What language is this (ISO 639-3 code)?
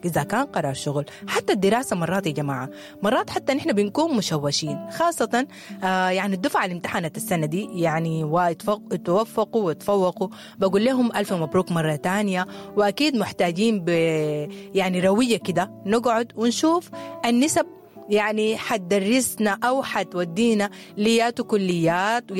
apd